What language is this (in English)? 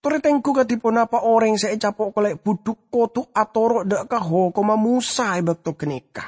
Madurese